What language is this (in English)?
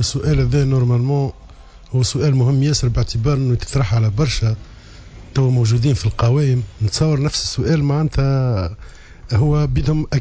Tunisian Arabic